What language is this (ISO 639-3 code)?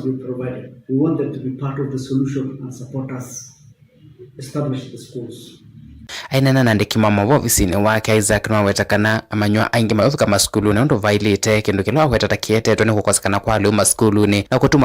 kam